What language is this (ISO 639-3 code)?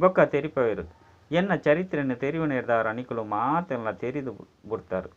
tcy